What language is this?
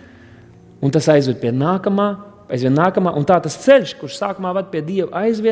Latvian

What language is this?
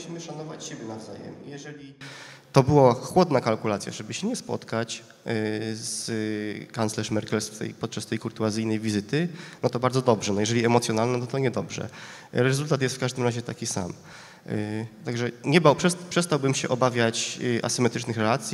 Polish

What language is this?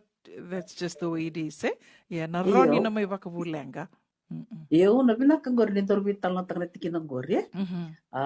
Fijian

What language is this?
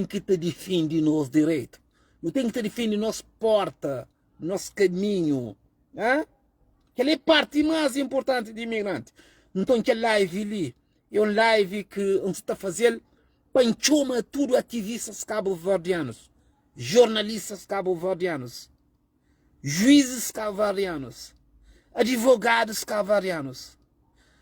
Kabuverdianu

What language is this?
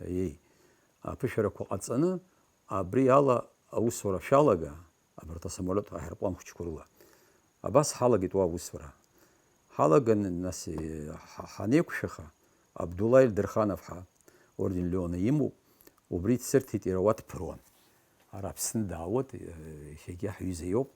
Abkhazian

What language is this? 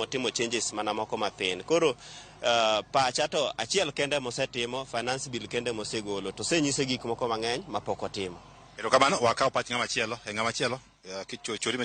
Luo (Kenya and Tanzania)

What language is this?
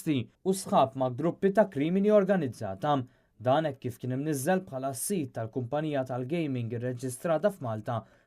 Maltese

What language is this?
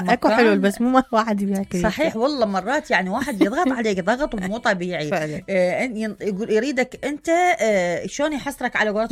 Mesopotamian Arabic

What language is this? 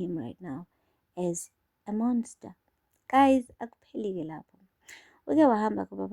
Zulu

